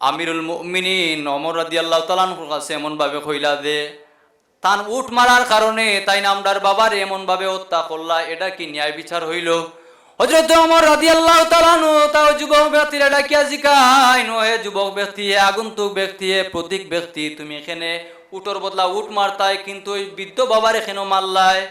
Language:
Sylheti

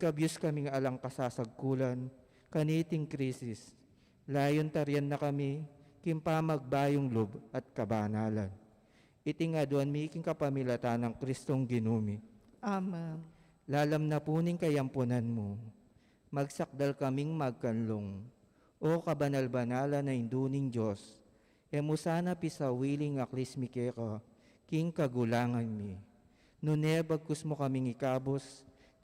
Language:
Pampanga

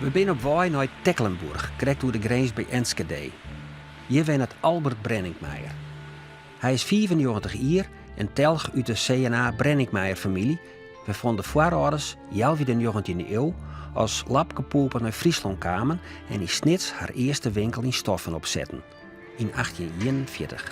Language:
Western Frisian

